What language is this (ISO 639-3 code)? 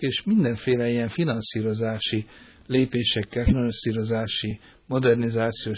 hun